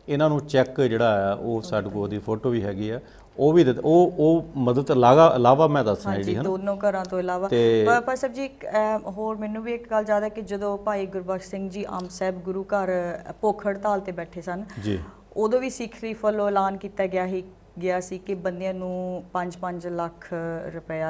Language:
Punjabi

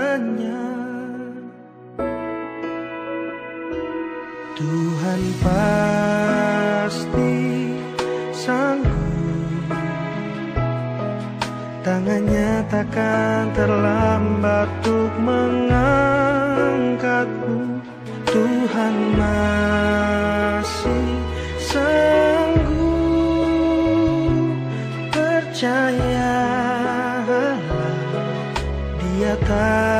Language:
Indonesian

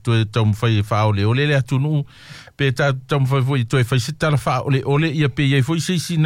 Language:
Samoan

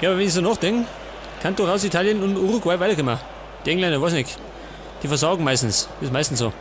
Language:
Bavarian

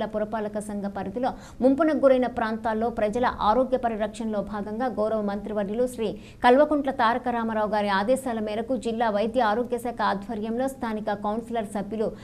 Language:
Telugu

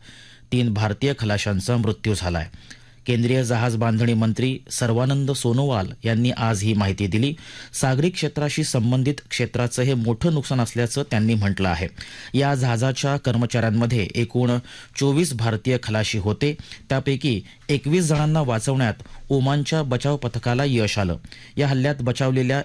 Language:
Marathi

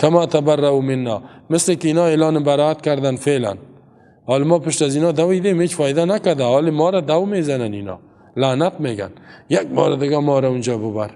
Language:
Persian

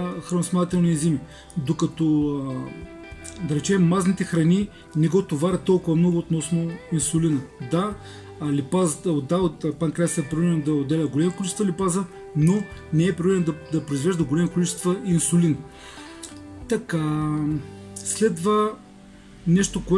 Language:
Bulgarian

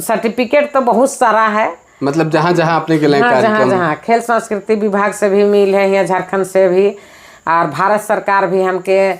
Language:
Sadri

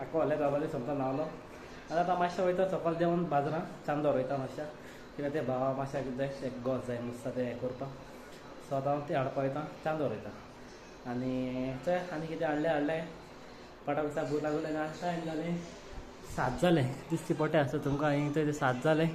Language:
Konkani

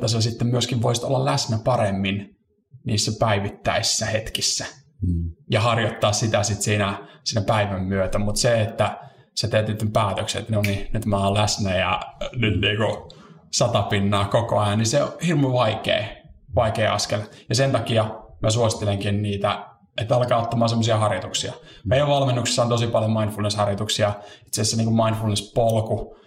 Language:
Finnish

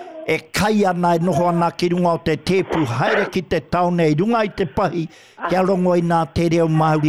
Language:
Māori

